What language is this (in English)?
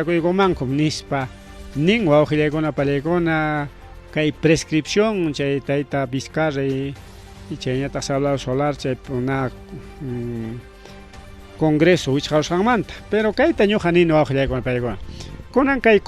Ayacucho Quechua